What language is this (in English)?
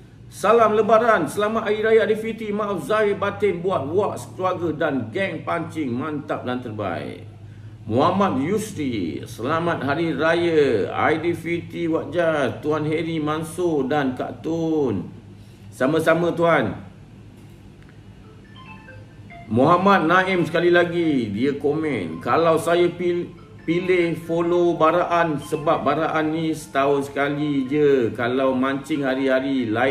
Malay